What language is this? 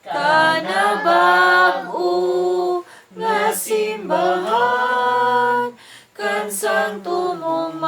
Cebuano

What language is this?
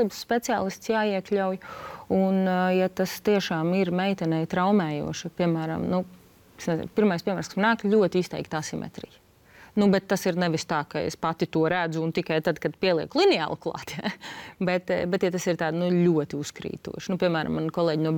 Latvian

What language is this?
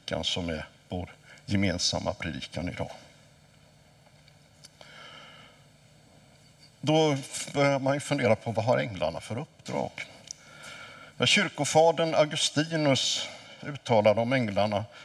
Swedish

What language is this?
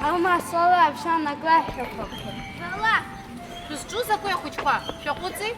Abkhazian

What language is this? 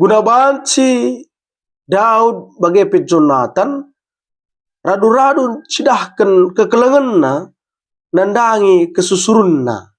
Batak Karo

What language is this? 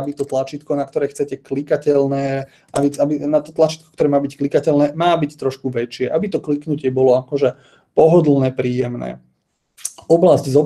Slovak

